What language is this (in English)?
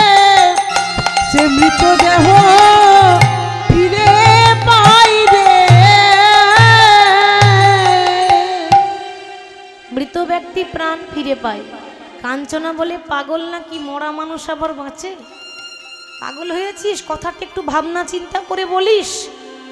Bangla